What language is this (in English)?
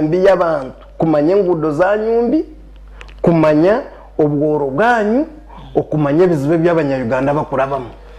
Nyankole